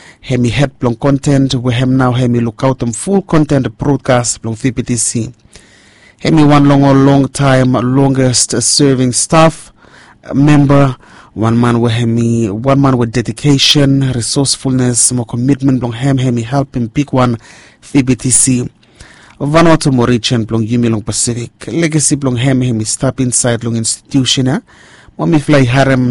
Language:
Bislama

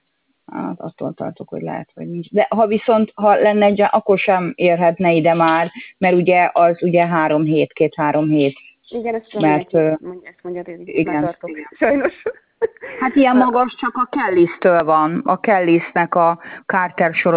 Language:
Hungarian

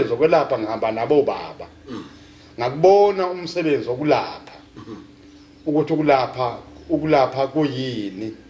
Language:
Zulu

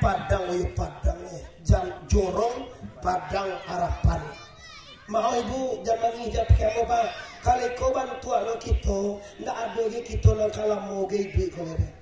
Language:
Minangkabau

